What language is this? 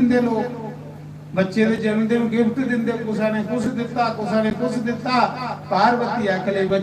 Dogri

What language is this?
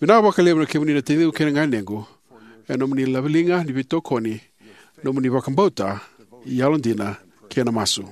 Fijian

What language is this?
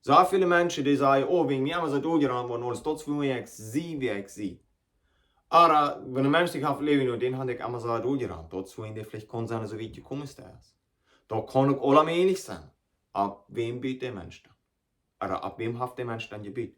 Plautdietsch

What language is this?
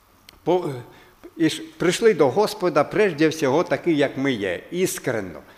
Ukrainian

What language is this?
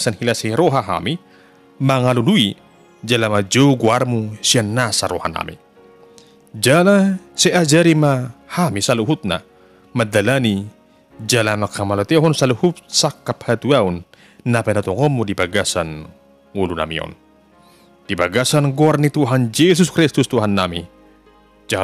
Batak Toba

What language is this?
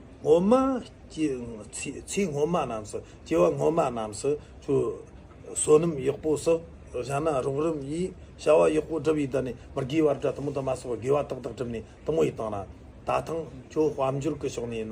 Tibetan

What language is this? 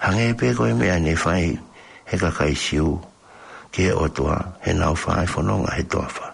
Tongan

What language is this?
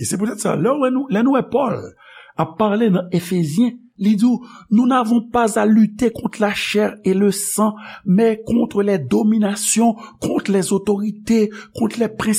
Haitian Creole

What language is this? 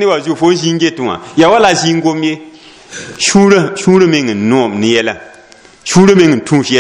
Mossi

